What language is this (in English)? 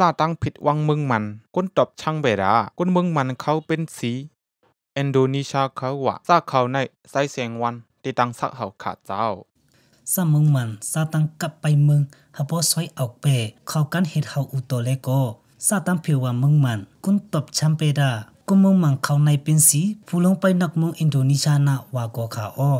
Shan